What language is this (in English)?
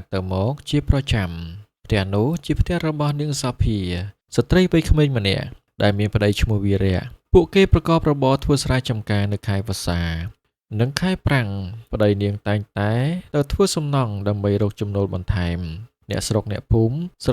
Khmer